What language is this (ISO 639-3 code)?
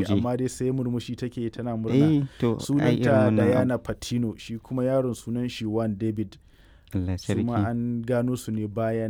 hau